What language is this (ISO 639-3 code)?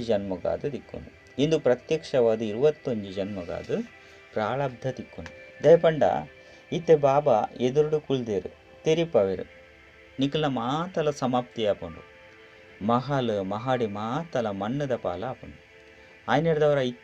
tcy